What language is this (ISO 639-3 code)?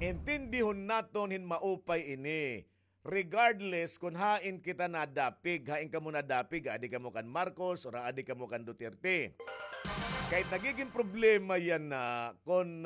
war